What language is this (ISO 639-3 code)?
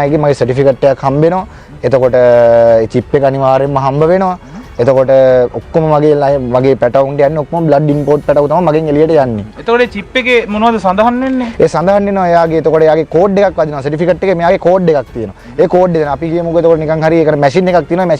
sin